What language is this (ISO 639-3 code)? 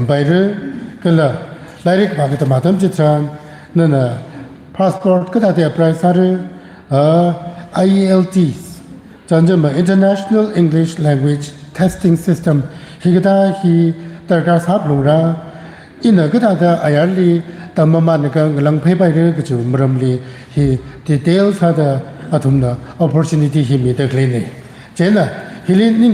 nmf